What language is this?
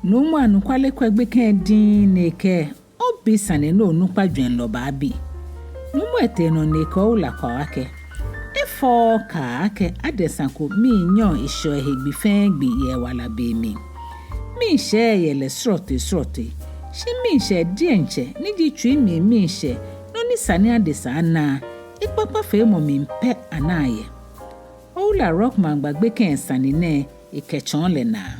Ga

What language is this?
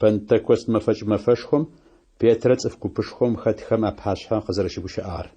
Adyghe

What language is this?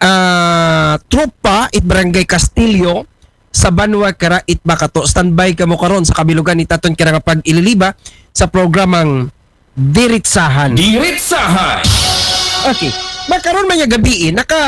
Aklanon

